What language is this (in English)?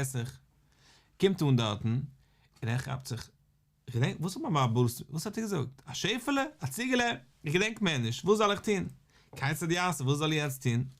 Yiddish